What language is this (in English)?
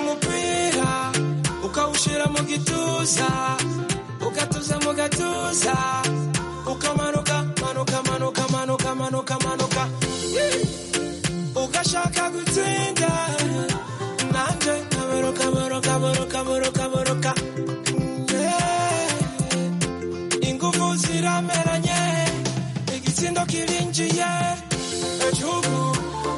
Kinyarwanda